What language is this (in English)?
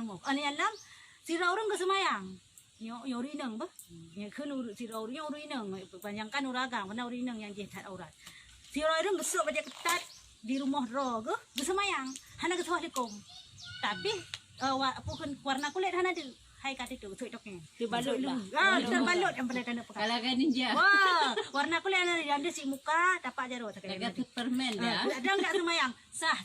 Achinese